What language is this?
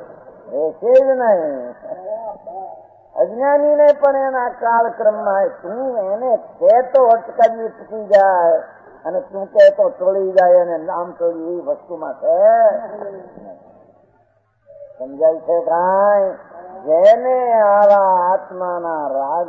Gujarati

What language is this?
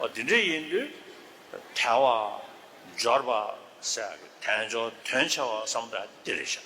Tibetan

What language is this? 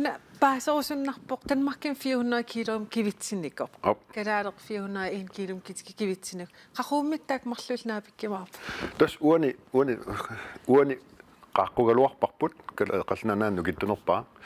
Kalaallisut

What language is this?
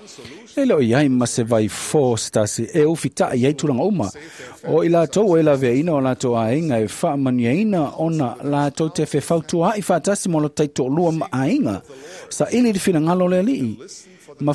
Samoan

